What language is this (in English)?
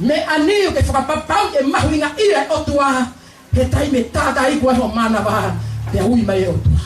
Tongan